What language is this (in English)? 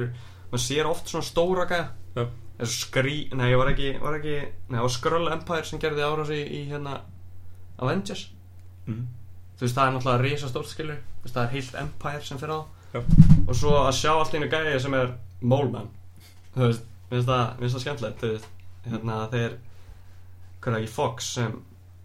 Icelandic